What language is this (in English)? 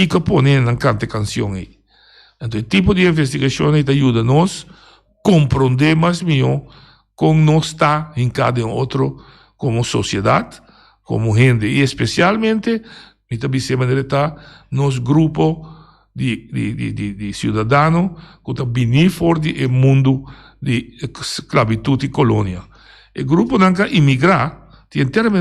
Papiamento